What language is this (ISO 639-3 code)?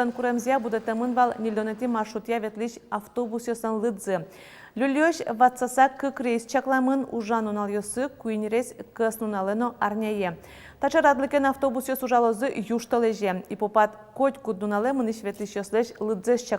udm